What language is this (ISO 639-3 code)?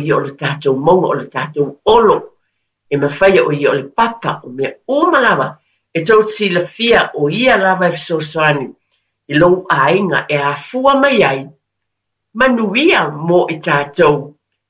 smo